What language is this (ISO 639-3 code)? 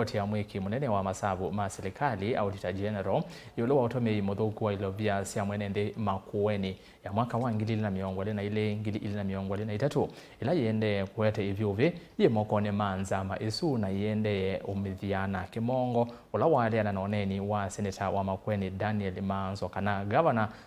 kam